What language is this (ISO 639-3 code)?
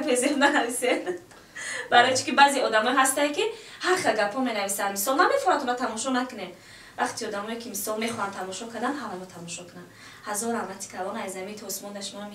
tgk